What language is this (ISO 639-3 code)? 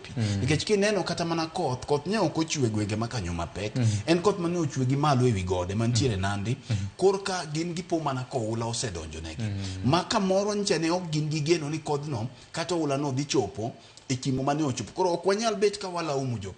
luo